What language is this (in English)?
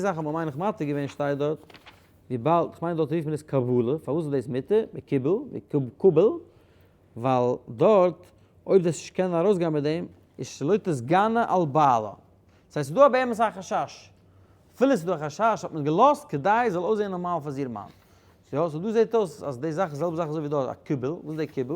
Yiddish